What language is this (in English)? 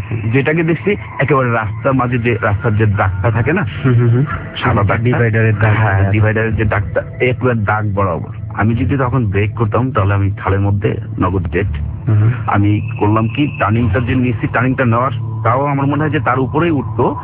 Bangla